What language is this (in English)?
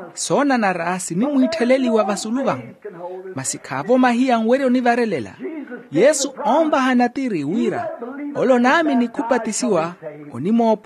Makhuwa